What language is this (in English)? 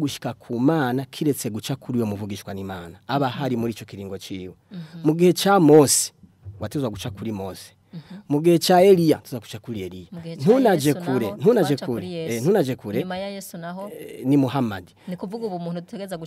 Rundi